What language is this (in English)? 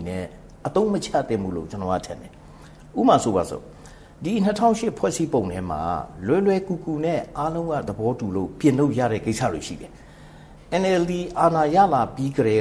Burmese